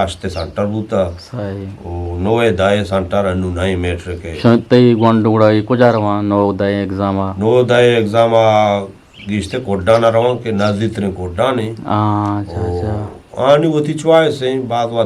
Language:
Eastern Balochi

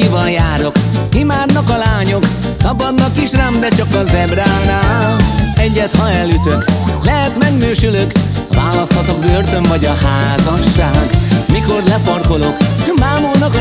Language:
Hungarian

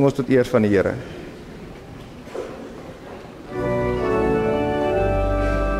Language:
Afrikaans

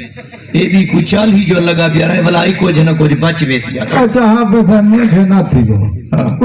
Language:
Saraiki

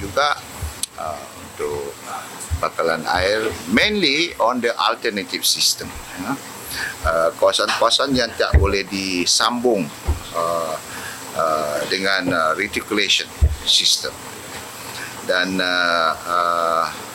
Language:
Malay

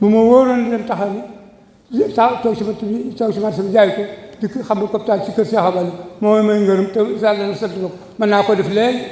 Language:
Wolof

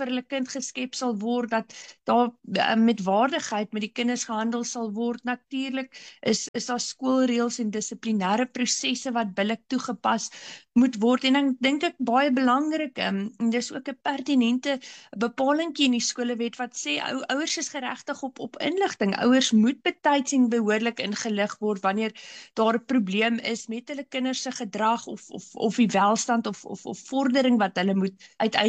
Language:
Afrikaans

